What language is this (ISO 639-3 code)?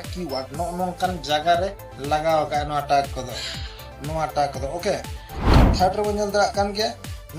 sat